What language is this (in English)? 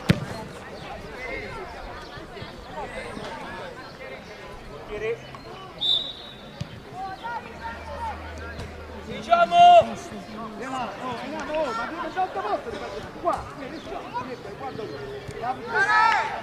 Italian